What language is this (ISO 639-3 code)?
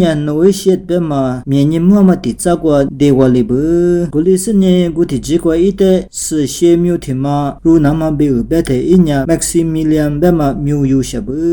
lis